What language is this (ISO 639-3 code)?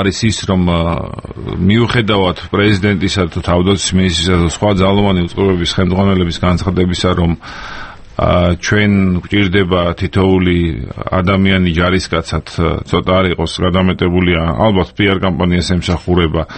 kat